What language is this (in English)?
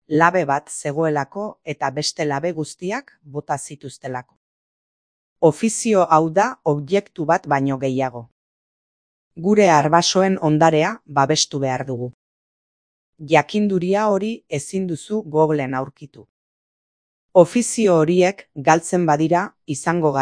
Basque